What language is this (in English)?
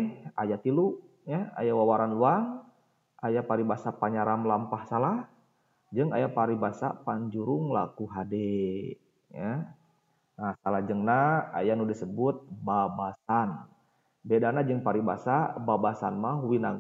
Sundanese